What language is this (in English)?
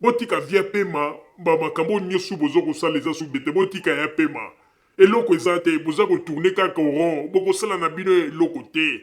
Lingala